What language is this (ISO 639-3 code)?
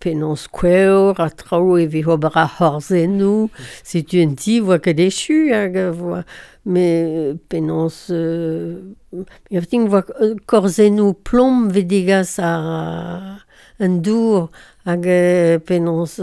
bre